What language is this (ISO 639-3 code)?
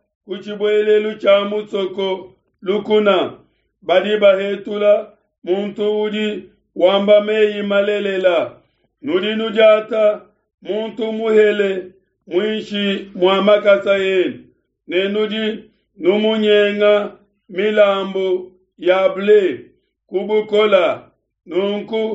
lua